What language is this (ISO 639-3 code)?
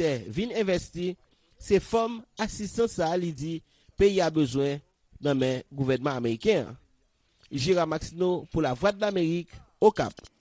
hat